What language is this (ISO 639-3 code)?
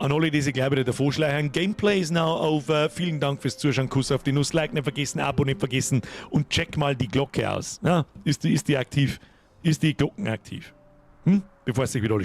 bar